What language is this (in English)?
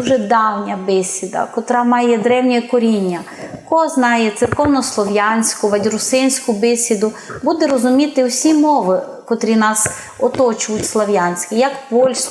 Rusyn